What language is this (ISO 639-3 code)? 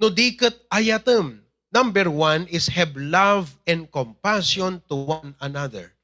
ilo